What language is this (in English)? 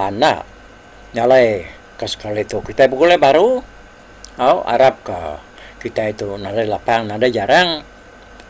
Iban